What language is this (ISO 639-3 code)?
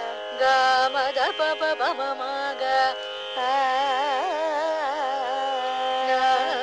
tel